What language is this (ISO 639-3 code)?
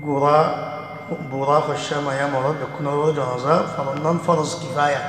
rhg